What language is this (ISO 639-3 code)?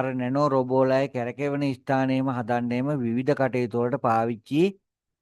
sin